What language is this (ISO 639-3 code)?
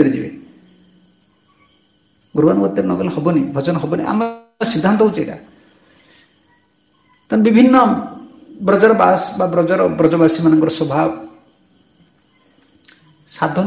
ori